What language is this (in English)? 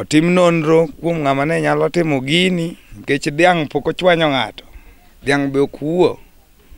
Luo (Kenya and Tanzania)